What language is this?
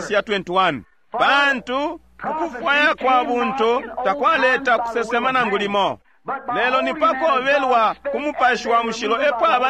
Bemba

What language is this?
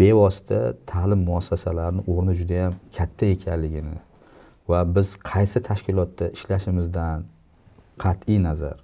Uzbek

